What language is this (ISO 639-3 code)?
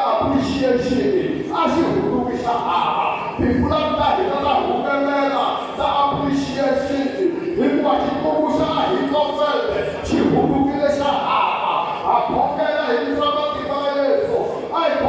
tso